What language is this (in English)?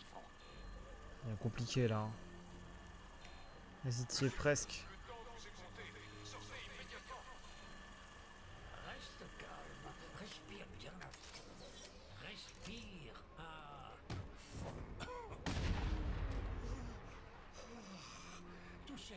French